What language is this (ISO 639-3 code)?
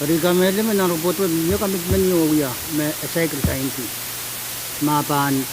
pon